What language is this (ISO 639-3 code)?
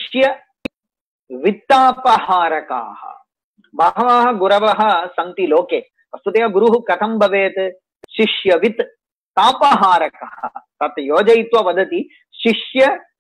san